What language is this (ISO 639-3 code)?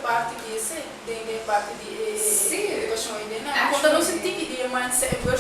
pap